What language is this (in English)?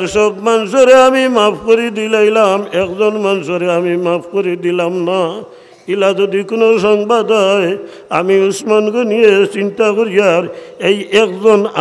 Sylheti